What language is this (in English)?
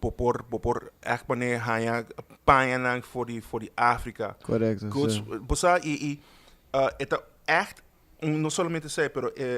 Papiamento